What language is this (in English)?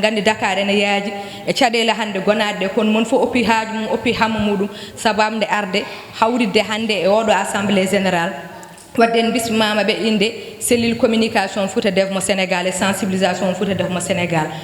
Fula